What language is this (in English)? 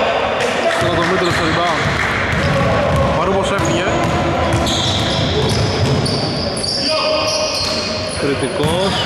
Greek